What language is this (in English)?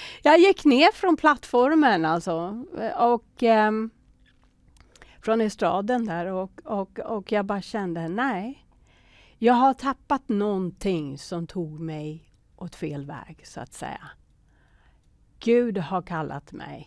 Swedish